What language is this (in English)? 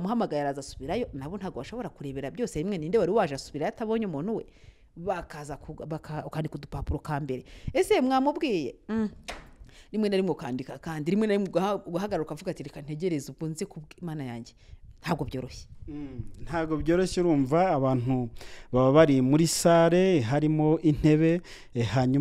Kinyarwanda